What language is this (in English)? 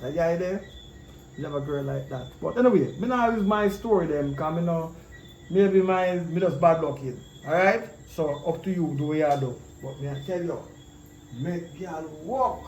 Jamaican Creole English